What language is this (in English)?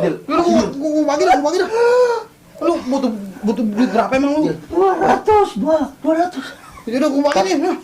Betawi